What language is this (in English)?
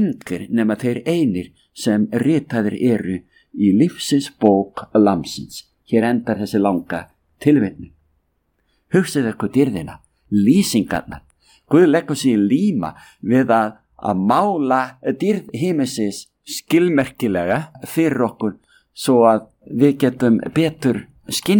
Icelandic